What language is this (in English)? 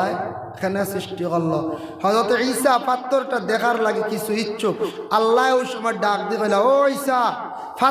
Sylheti